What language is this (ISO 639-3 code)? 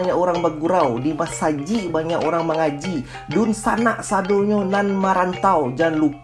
min